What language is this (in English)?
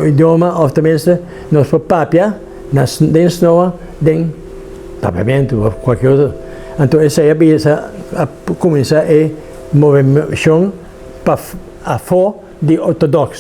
Papiamento